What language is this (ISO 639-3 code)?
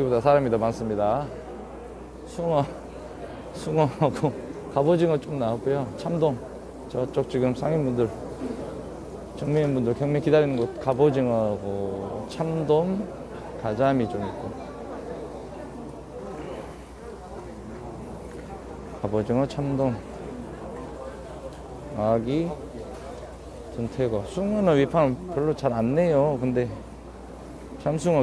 kor